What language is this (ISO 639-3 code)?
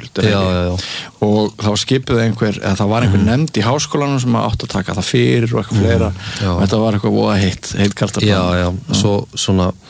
isl